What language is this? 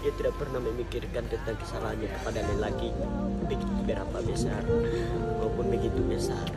Banjar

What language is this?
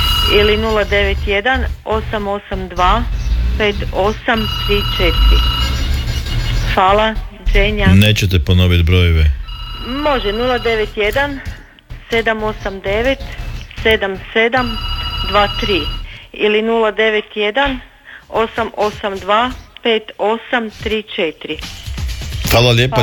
Croatian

